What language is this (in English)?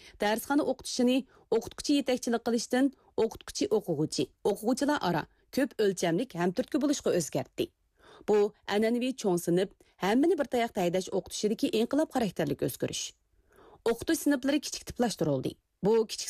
Uyghur